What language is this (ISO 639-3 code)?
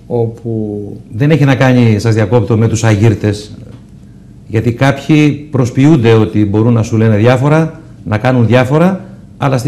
ell